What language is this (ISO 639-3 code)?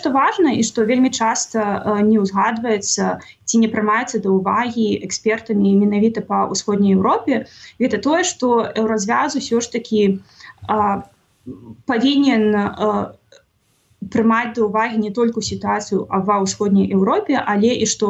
bel